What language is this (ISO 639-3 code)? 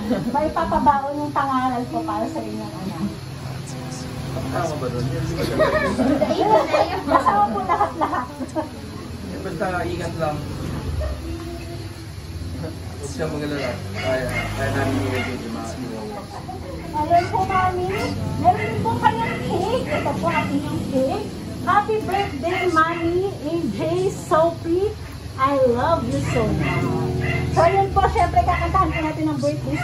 fil